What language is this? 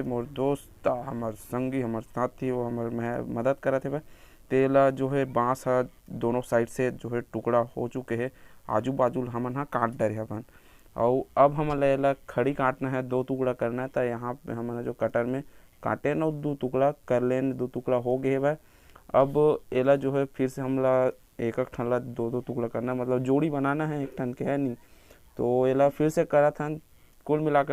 Chhattisgarhi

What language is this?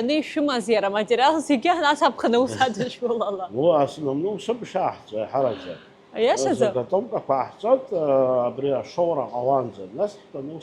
Abkhazian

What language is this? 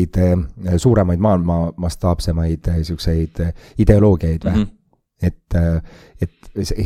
Estonian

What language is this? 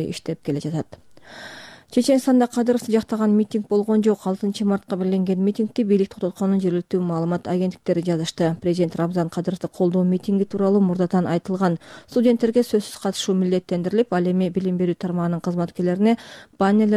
Kyrgyz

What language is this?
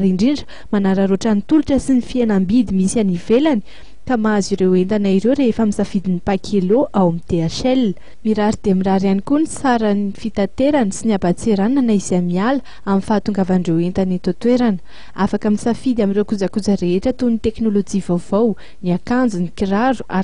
Malagasy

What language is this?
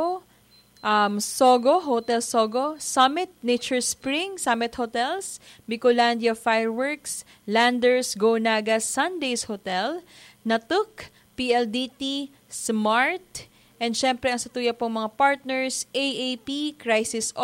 Bikol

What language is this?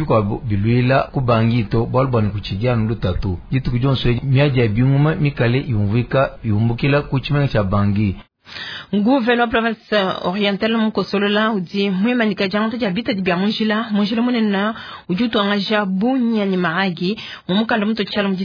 Luba-Lulua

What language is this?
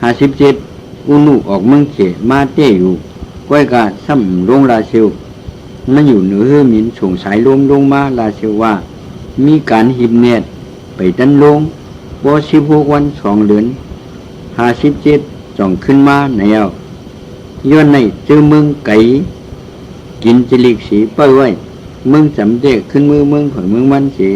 Shan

